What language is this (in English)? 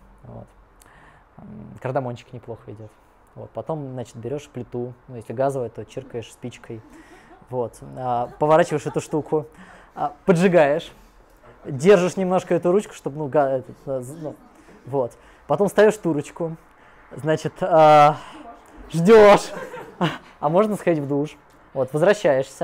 Russian